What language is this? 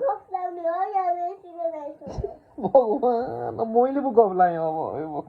Nepali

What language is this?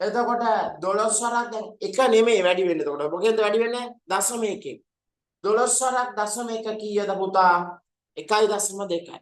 Sinhala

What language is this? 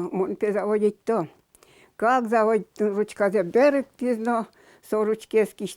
Udmurt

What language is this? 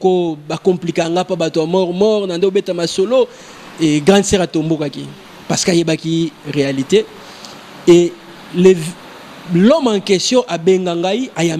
Lingala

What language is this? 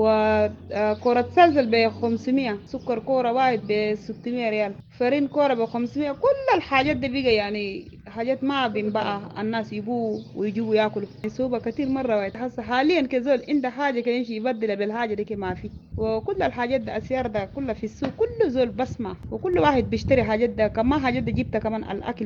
Sudanese Arabic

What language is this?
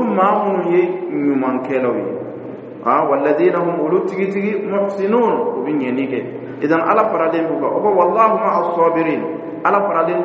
Dyula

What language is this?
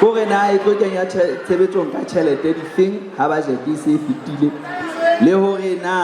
Southern Sotho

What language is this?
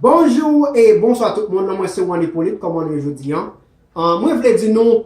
Haitian Creole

